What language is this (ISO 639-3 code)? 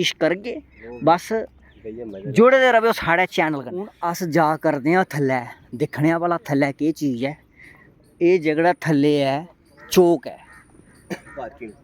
doi